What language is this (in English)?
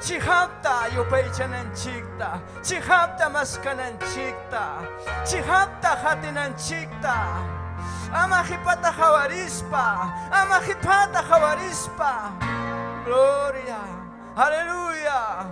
Ayacucho Quechua